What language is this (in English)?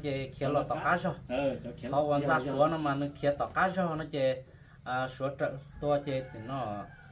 Hmong